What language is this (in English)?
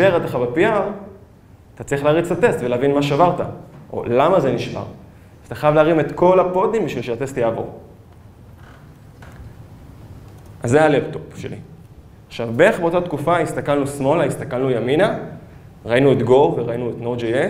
Hebrew